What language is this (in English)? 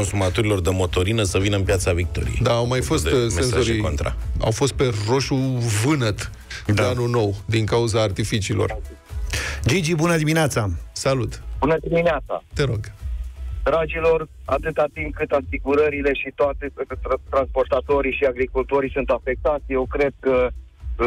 Romanian